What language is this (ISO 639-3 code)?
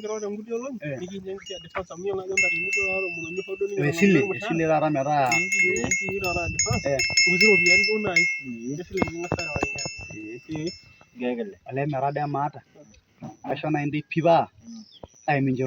mas